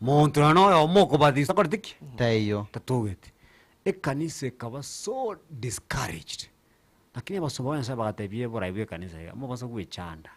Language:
Gusii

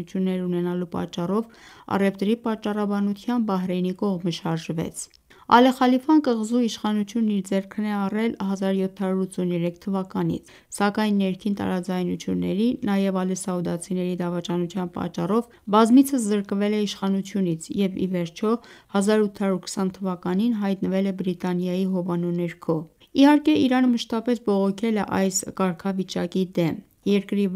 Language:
Armenian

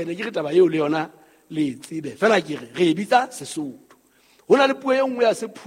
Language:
Southern Sotho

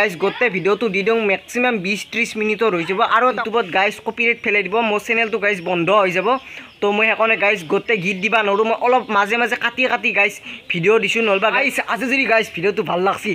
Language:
Assamese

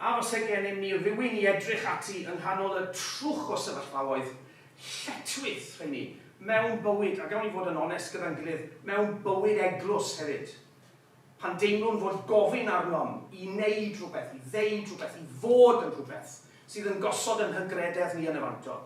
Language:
Welsh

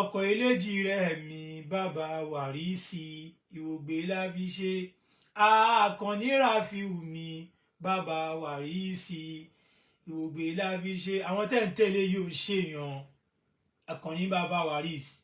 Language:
Yoruba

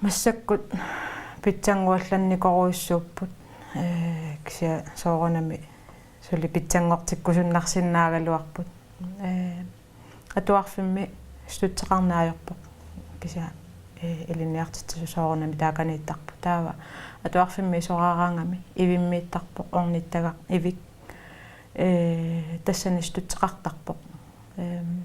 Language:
Kalaallisut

